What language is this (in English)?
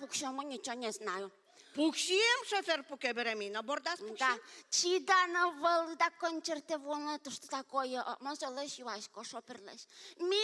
Udmurt